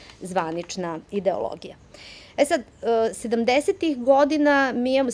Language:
Serbian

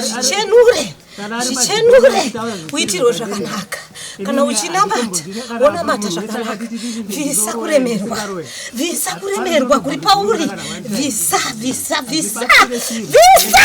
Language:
Shona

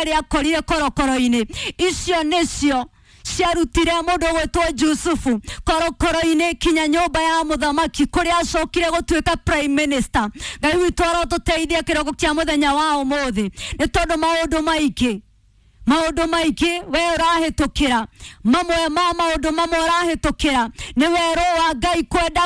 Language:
Kikuyu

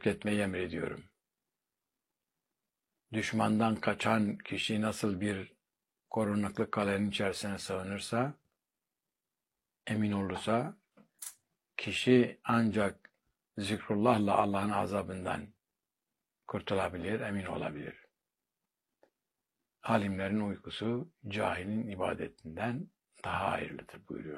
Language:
Turkish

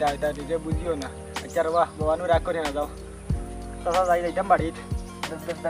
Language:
Sylheti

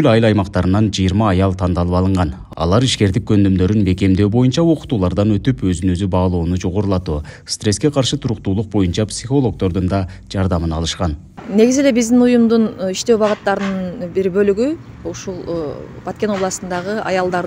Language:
Kyrgyz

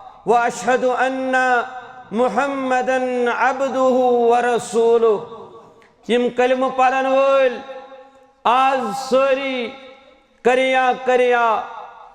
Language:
Kashmiri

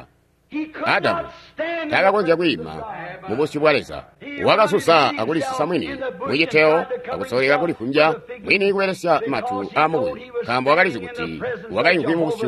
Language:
Tonga (Zambia)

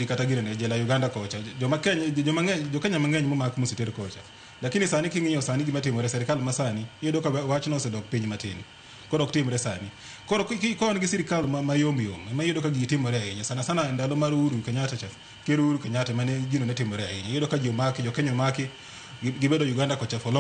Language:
Luo (Kenya and Tanzania)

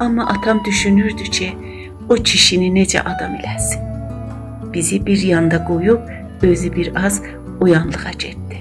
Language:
South Azerbaijani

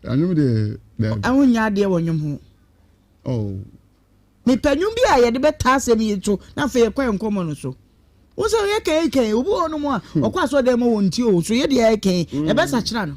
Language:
Akan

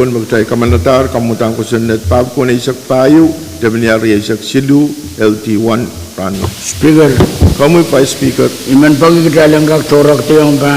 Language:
Pohnpeian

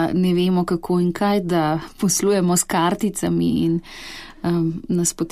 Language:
Slovenian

